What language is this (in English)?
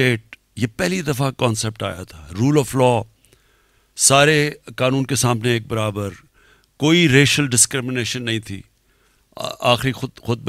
Urdu